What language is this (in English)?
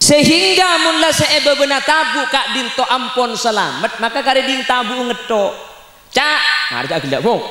Madurese